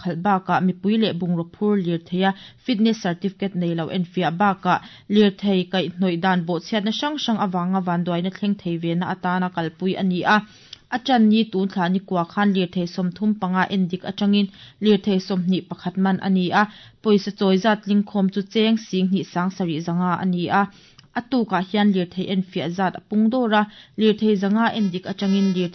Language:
Mizo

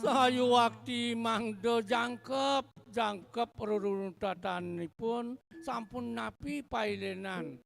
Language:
Balinese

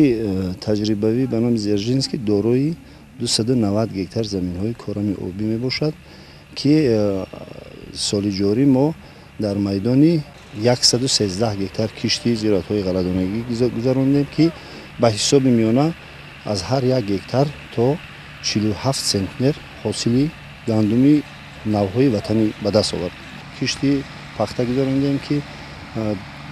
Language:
Tajik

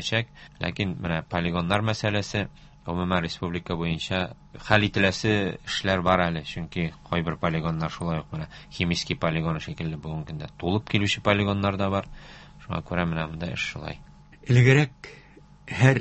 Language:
Tatar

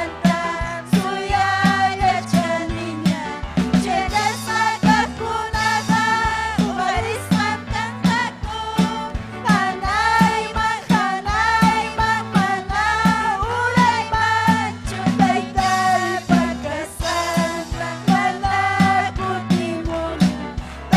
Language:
Ayacucho Quechua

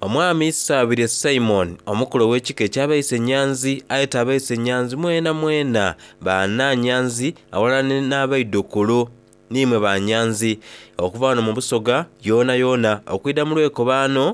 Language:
Soga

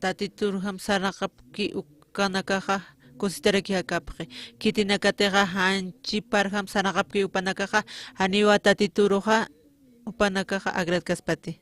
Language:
Aymara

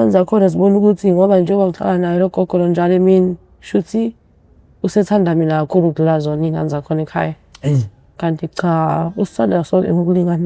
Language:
Zulu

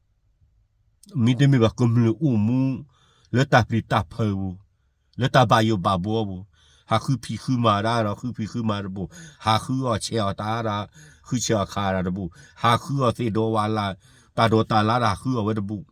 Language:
S'gaw Karen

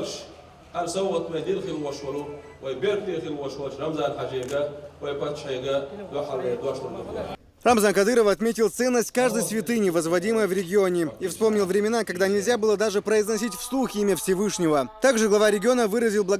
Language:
Chechen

